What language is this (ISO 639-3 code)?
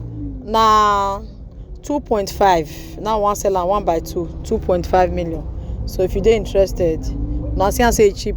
pcm